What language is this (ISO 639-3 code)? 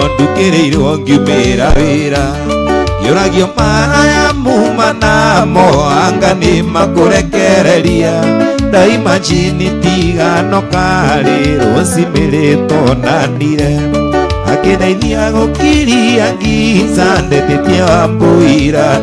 kik